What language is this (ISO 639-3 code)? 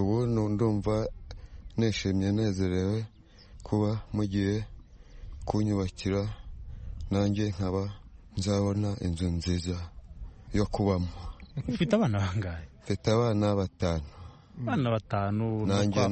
kin